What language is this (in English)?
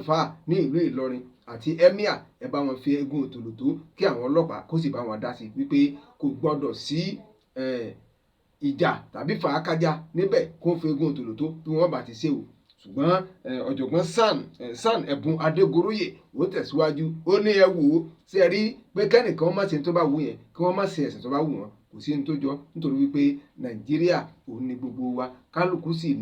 Yoruba